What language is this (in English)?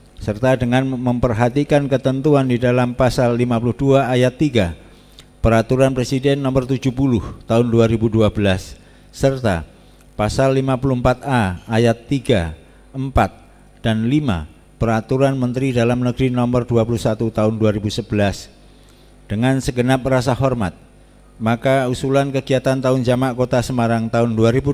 Indonesian